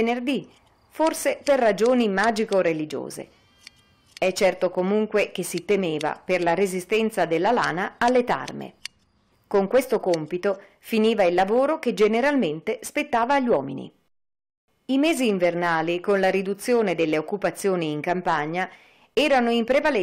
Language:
Italian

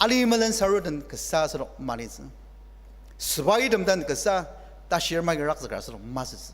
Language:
Ao Naga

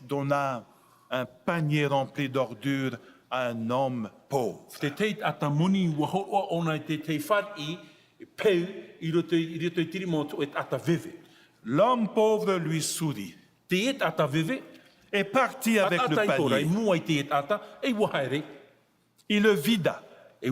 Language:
Tahitian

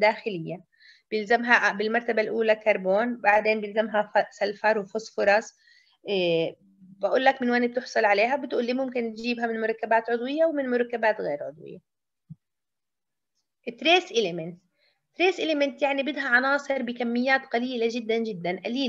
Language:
South Levantine Arabic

